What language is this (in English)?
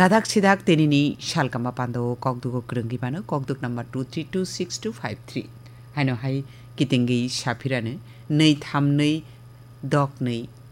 Kok Borok